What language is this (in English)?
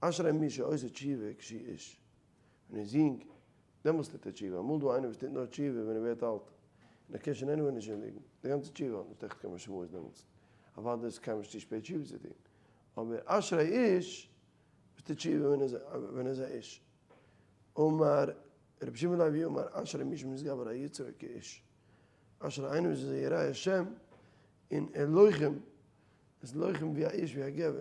Yiddish